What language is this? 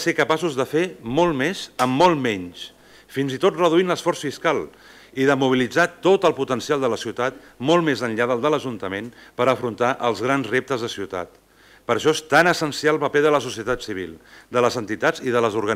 Catalan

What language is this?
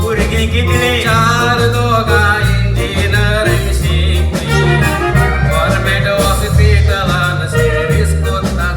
Konkani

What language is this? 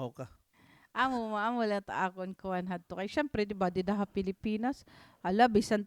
Waray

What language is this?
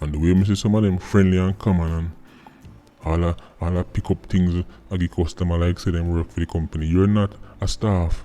Jamaican Creole English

